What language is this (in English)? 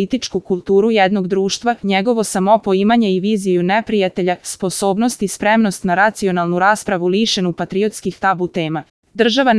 Serbian